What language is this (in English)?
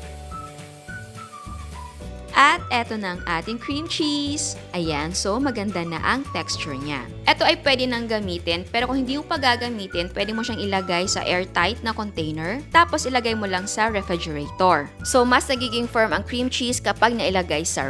Filipino